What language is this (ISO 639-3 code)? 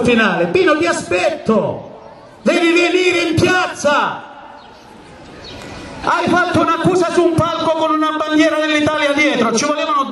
ita